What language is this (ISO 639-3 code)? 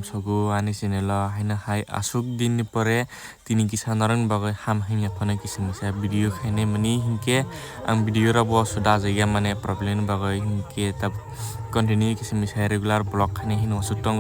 trp